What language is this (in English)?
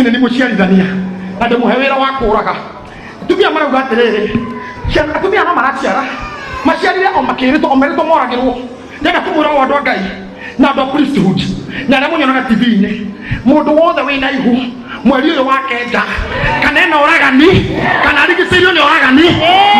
Kikuyu